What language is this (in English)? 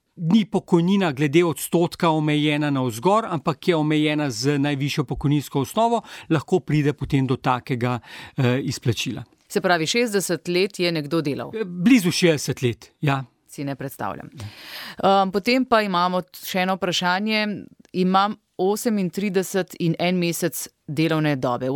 Slovenian